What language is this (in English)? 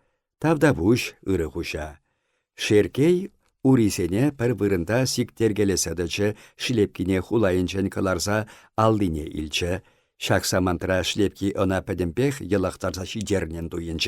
Chuvash